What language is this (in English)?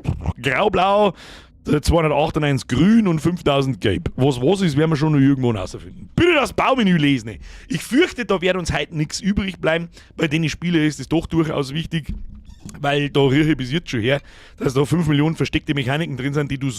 Bavarian